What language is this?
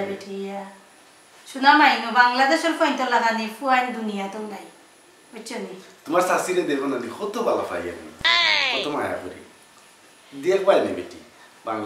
Sylheti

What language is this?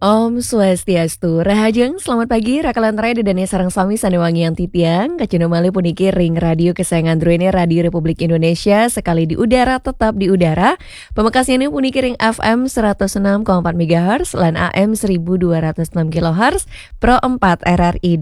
Balinese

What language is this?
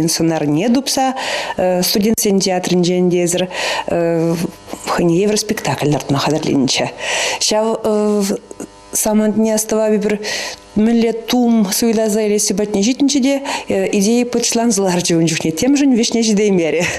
Chuvash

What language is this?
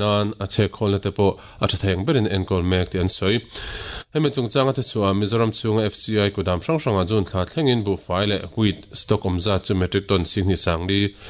Mizo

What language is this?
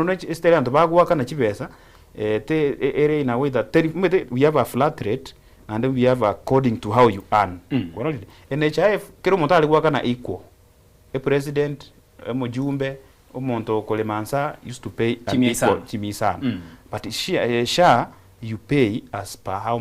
Gusii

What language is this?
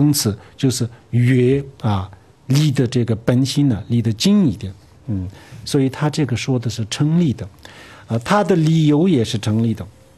Chinese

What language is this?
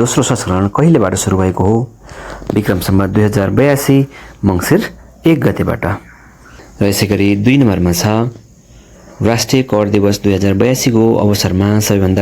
Nepali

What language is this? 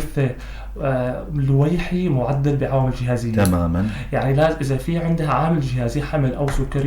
North Levantine Arabic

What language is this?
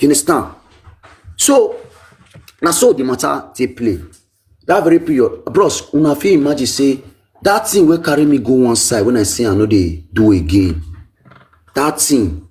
Nigerian Pidgin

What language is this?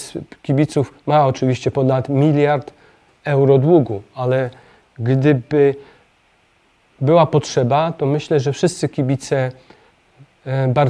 Polish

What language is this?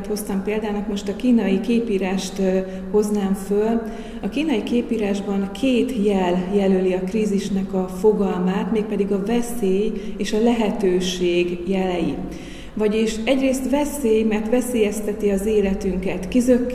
Hungarian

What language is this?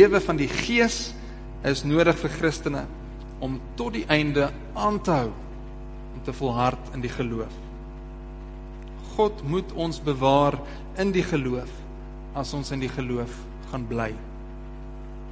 Afrikaans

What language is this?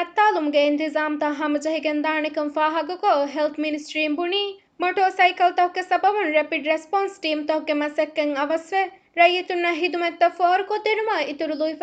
Divehi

